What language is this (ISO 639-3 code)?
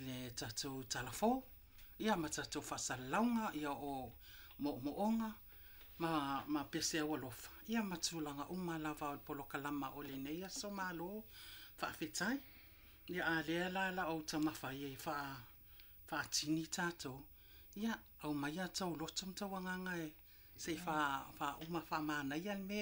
smo